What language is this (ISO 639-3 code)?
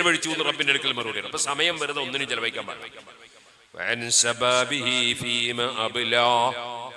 mal